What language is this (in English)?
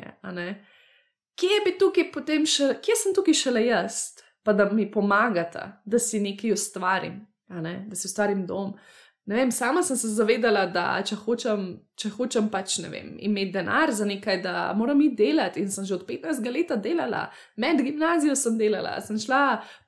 Slovenian